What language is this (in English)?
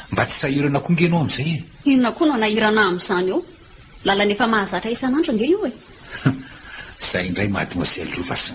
Malagasy